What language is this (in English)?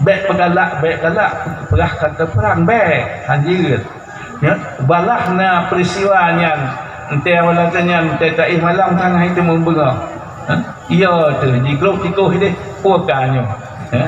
Achinese